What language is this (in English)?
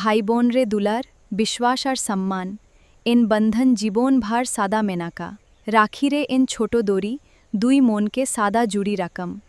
Santali